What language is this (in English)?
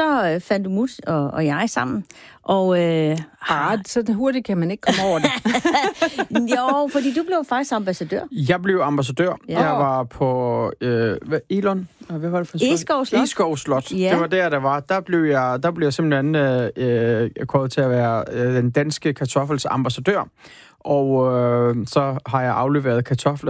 Danish